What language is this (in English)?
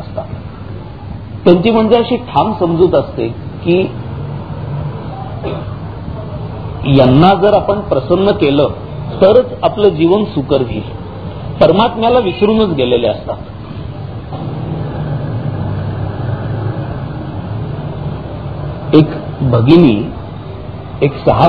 Marathi